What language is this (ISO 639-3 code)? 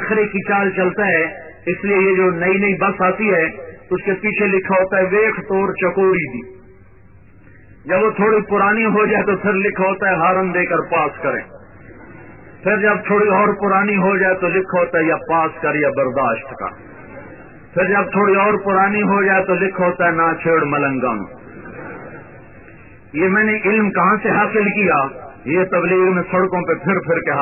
urd